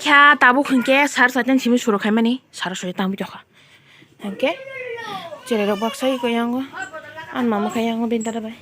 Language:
Kok Borok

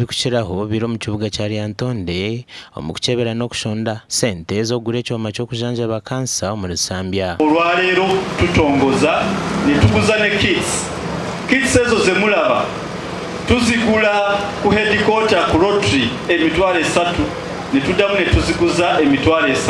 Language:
Nyankole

